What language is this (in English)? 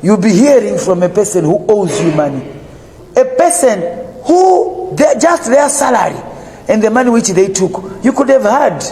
Nyanja